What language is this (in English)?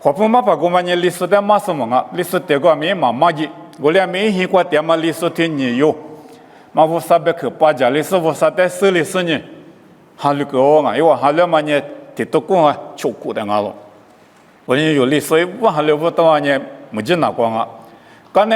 Lisu